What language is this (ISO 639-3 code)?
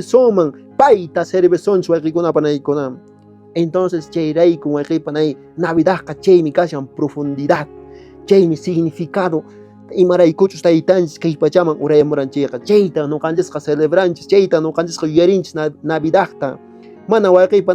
que